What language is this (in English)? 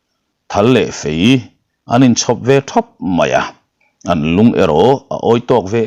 Mizo